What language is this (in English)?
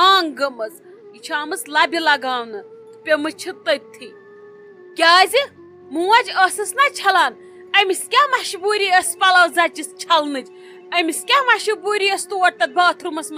Kashmiri